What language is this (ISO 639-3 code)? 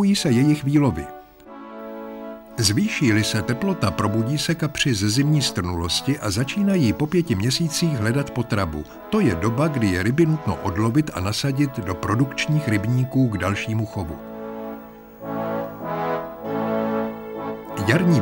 ces